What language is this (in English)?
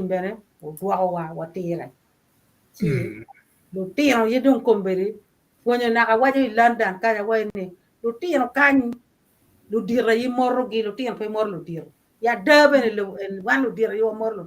Acoli